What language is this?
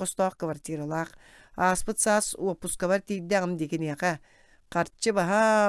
Yakut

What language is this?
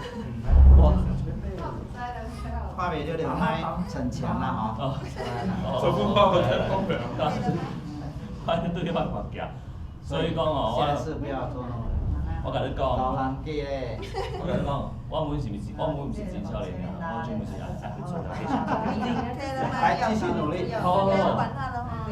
Min Nan Chinese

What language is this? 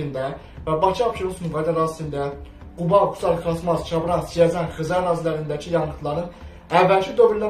Azerbaijani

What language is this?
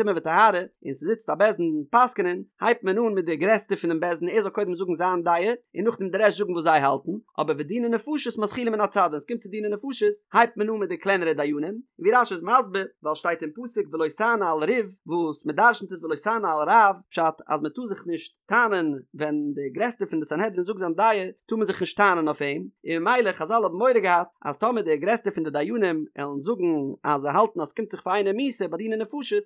Yiddish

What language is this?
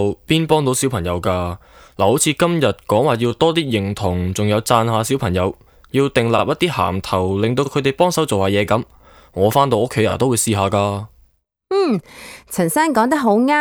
Cantonese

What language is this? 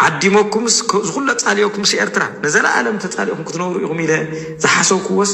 Tigrinya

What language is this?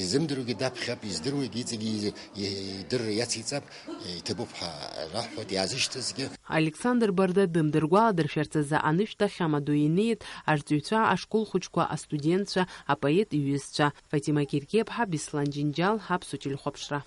Abkhazian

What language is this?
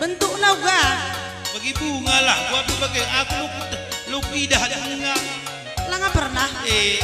Batak Karo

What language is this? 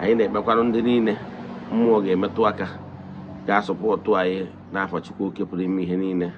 Igbo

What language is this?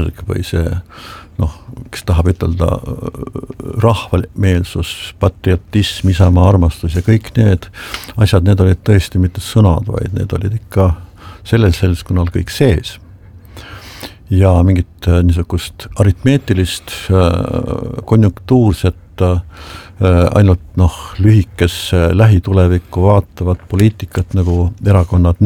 Estonian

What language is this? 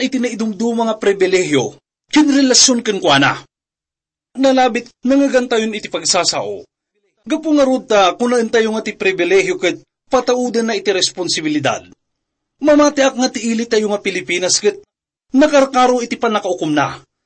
Iloko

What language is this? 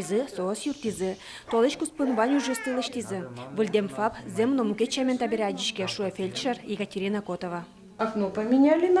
Udmurt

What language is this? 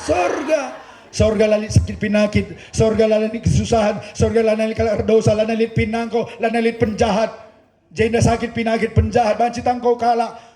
Batak Karo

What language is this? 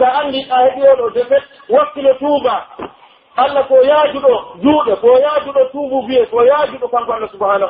Pular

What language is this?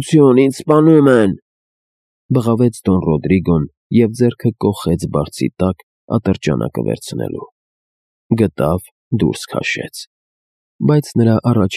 Armenian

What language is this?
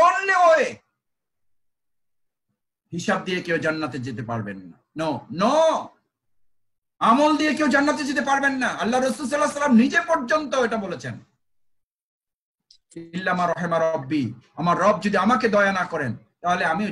Bangla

